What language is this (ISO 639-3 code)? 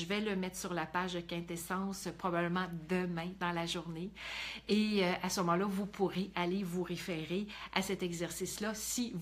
fra